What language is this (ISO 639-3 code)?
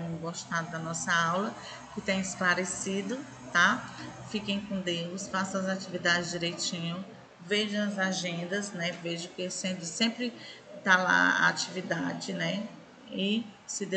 por